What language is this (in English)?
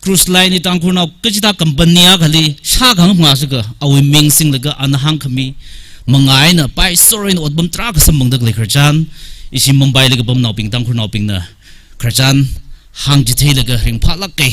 Tangkhul Naga (India)